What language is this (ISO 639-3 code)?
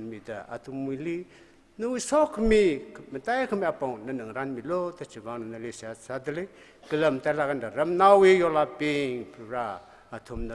nmf